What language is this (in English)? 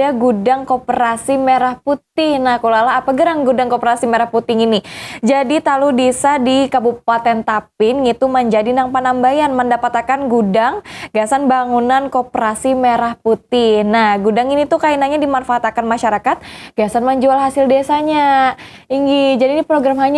Banjar